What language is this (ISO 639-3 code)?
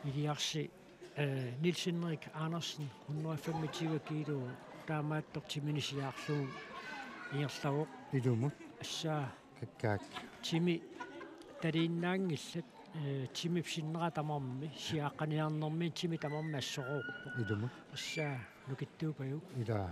kal